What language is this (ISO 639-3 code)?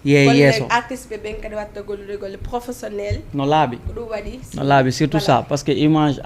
ful